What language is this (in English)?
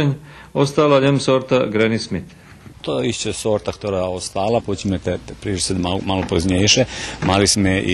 Rusyn